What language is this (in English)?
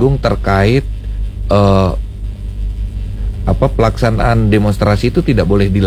Indonesian